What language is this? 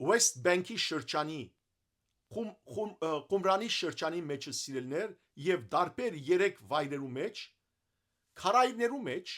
Western Armenian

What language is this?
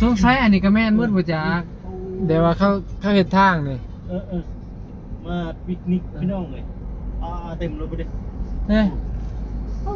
Northeastern Thai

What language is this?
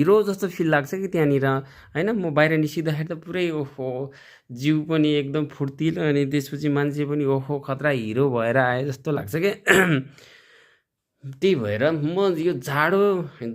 Nepali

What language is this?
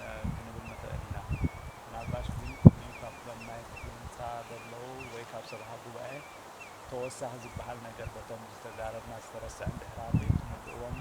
Tigrinya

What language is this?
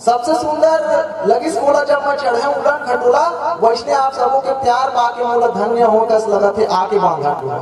Chhattisgarhi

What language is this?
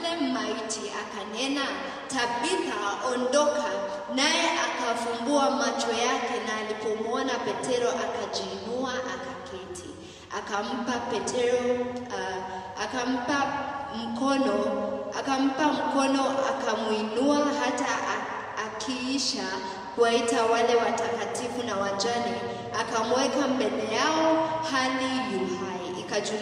Swahili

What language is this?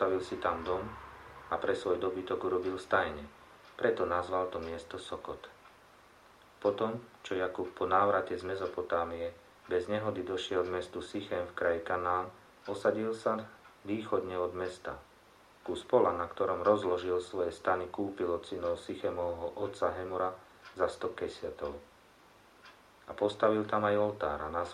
Slovak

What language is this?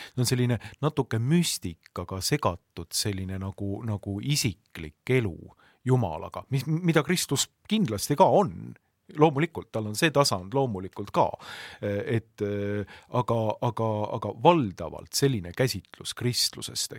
Estonian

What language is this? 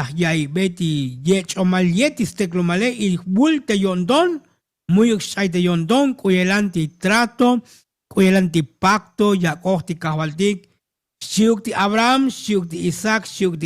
Tzotzil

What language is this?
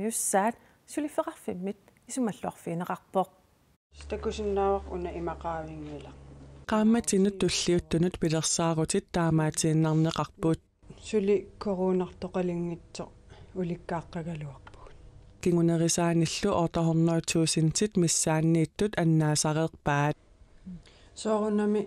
Kalaallisut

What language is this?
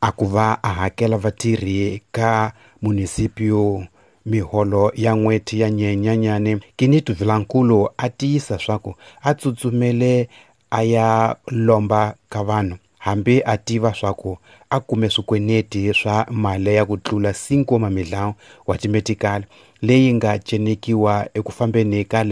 Tsonga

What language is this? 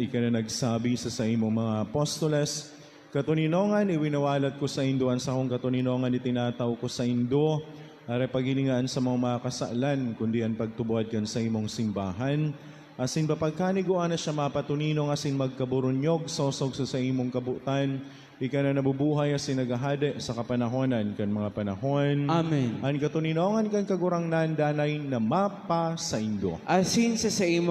Bikol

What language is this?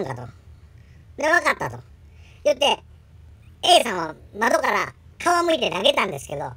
Japanese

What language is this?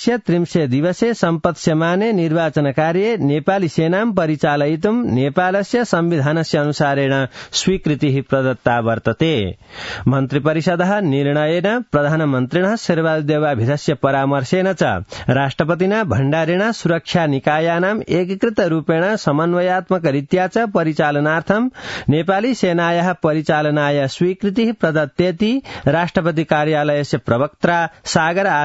Sanskrit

